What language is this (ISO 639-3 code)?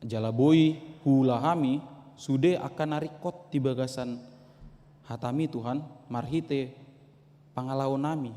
bbc